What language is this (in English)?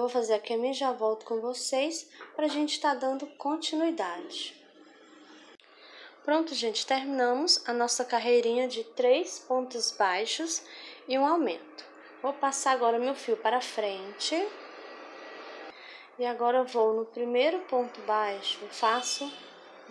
Portuguese